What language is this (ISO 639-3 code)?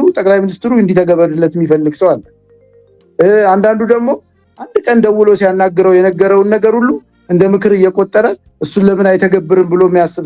amh